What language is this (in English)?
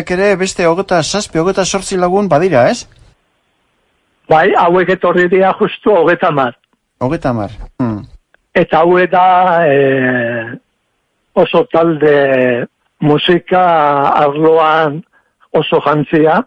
Basque